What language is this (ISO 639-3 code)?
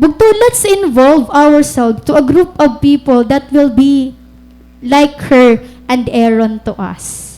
war